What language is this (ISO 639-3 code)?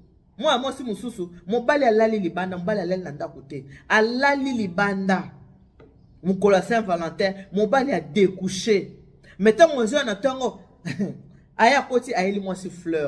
lin